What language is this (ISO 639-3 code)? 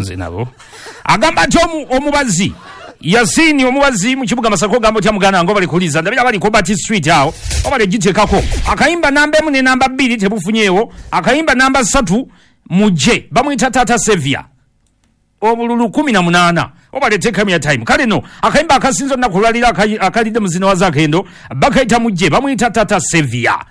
lug